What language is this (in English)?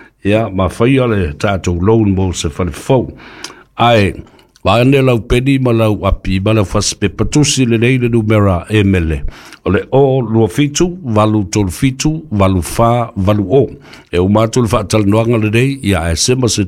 Samoan